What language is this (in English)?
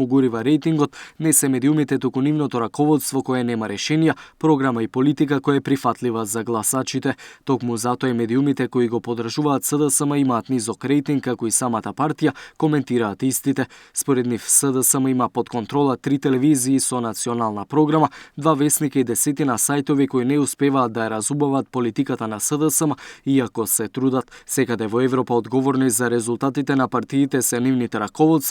Macedonian